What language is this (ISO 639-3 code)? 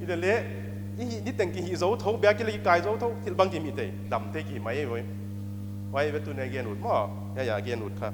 pck